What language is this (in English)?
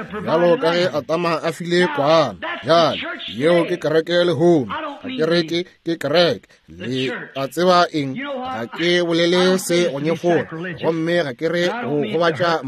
Northern Sotho